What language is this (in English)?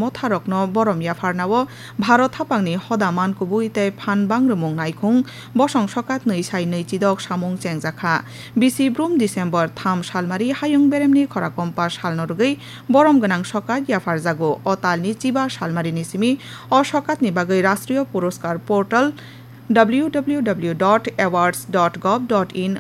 Kok Borok